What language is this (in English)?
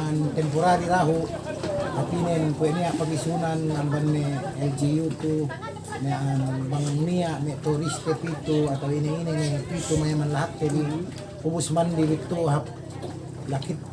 Yakan